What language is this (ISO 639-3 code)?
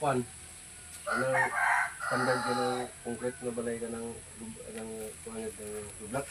ceb